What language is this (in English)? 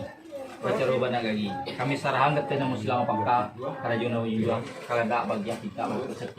Minangkabau